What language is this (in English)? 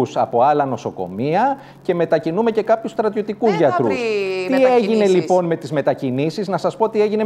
Greek